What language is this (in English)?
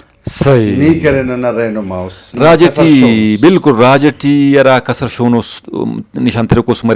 Brahui